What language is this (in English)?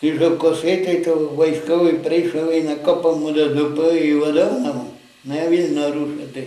Rusyn